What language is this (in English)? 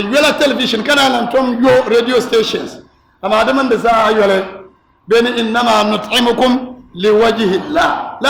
Dagbani